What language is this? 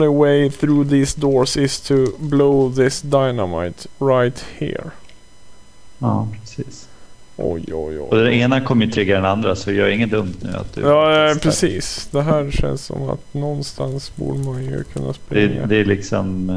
Swedish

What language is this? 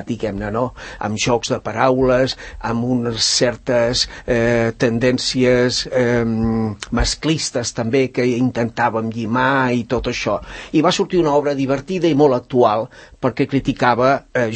Catalan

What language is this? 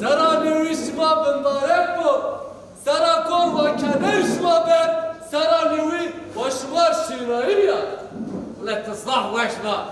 Zaza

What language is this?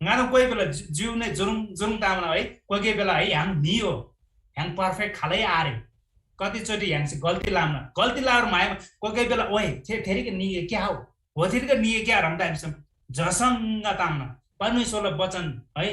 Eastern Tamang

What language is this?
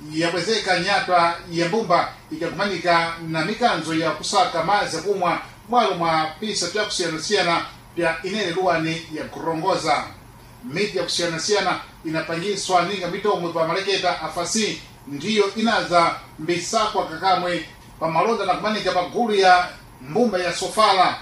Sena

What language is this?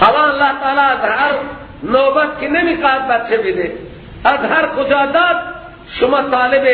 Persian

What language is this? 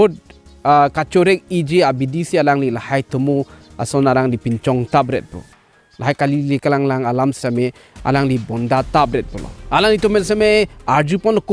Karbi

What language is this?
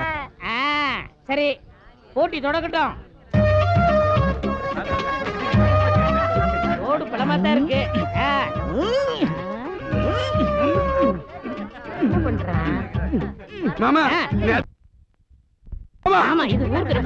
Tamil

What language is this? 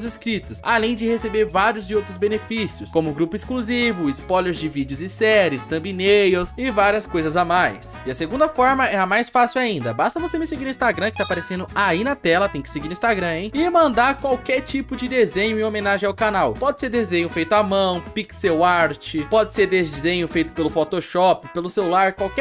Portuguese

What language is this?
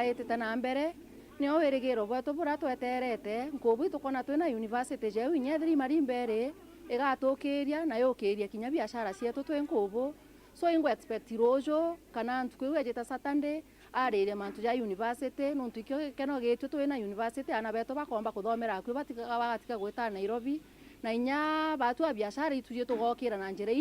Meru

